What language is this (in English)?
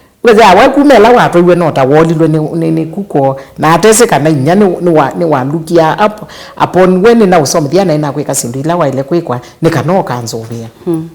Kamba